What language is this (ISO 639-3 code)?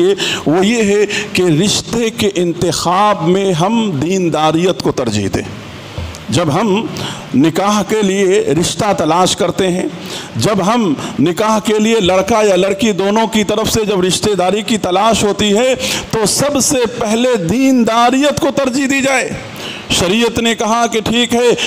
urd